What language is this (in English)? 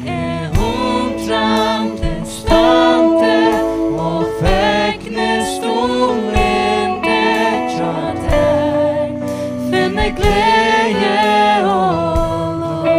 Faroese